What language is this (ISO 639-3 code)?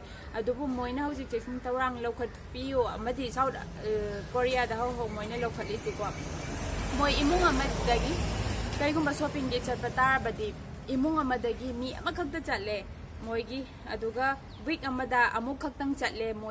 mni